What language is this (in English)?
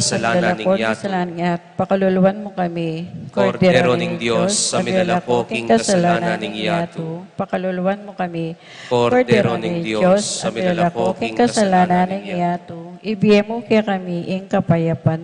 Pampanga